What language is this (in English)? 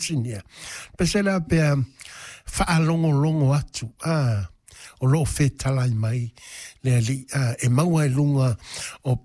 Samoan